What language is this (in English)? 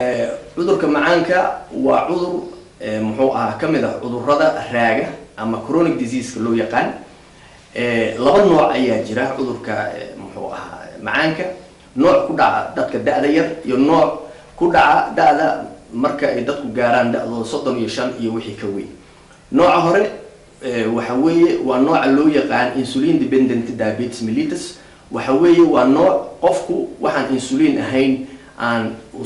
Somali